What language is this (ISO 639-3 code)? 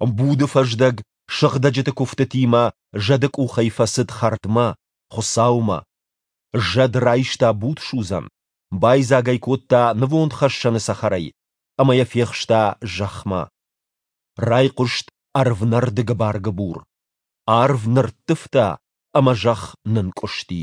oss